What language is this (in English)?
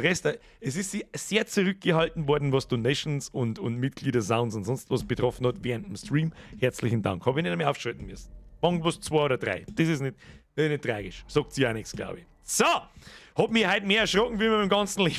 Bavarian